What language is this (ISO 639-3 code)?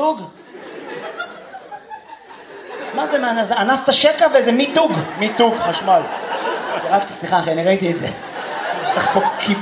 heb